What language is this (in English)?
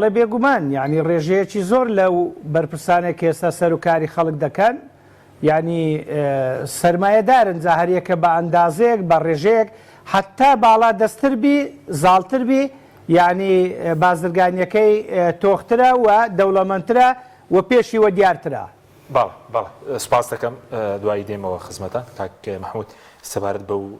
Central Kurdish